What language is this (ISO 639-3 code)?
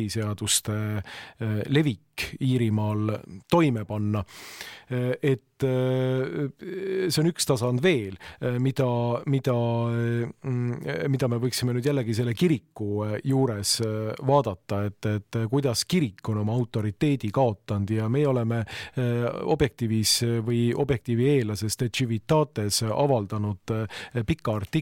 est